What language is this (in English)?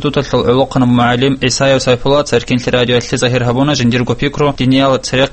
Avaric